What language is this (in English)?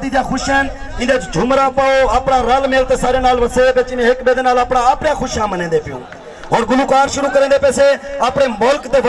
Saraiki